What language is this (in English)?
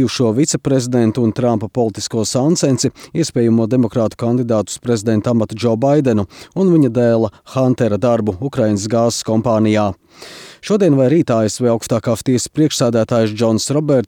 Latvian